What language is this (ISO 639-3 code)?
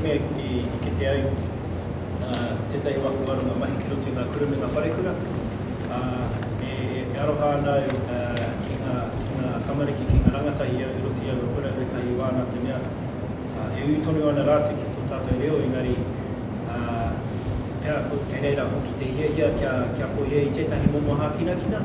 mri